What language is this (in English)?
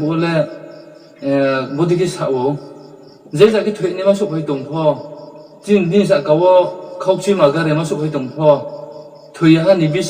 Riang (India)